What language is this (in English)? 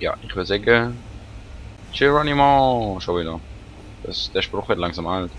Swiss German